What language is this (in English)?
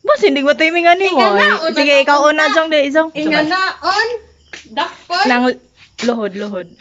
Cebuano